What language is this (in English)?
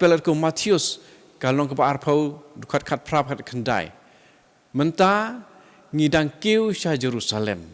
Khasi